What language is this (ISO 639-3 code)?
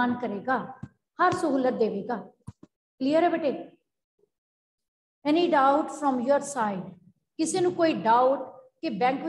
pan